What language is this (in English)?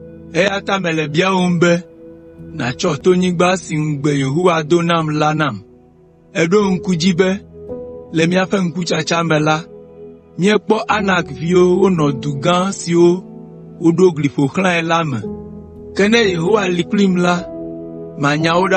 Ewe